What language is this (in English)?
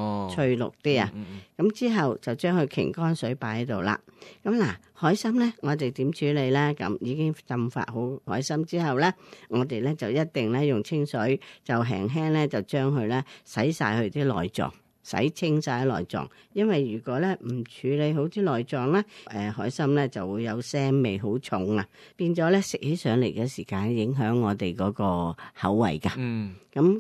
Cantonese